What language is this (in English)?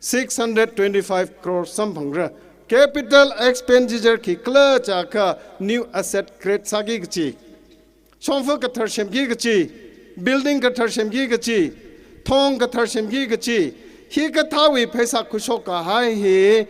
Tangkhul Naga (India)